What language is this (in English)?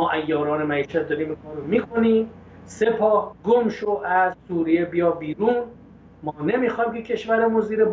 Persian